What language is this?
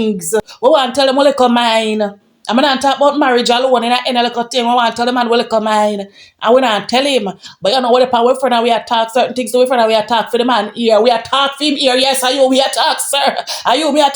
Jamaican Creole English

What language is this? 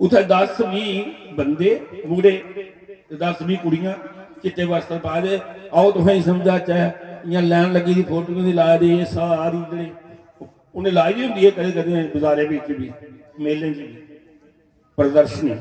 Dogri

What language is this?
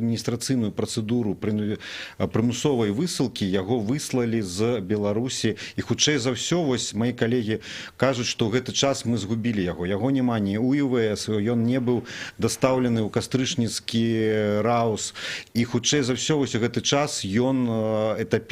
Belarusian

